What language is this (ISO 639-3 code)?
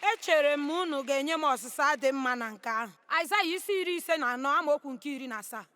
ibo